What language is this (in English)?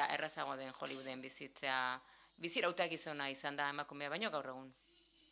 Basque